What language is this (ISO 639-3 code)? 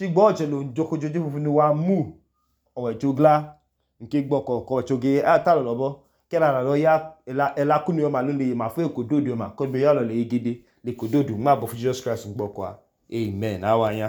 idu